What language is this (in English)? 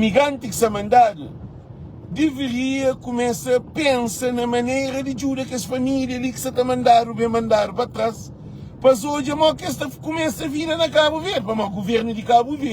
Kabuverdianu